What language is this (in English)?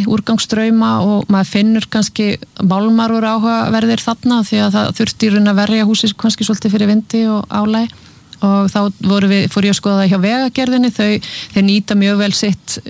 Icelandic